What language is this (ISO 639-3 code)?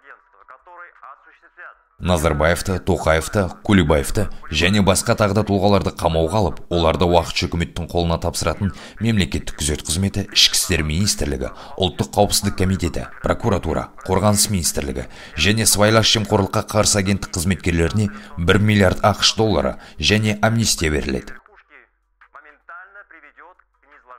kaz